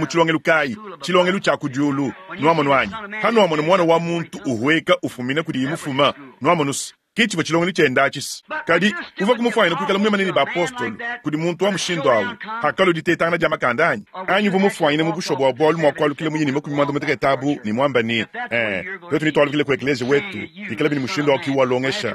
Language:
Luba-Lulua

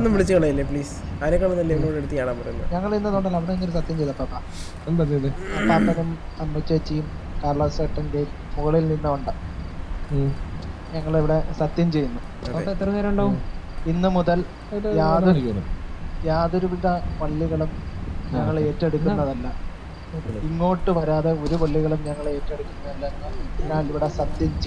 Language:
Malayalam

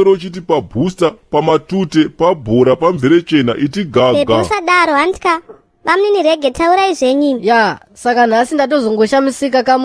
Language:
Shona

